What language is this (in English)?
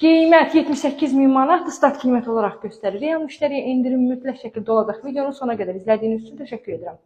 Azerbaijani